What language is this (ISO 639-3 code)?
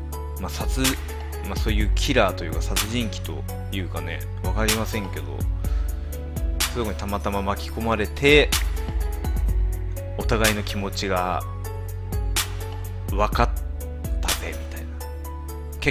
jpn